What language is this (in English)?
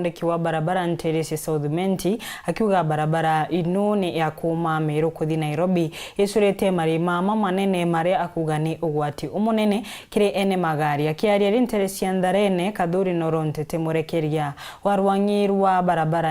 Meru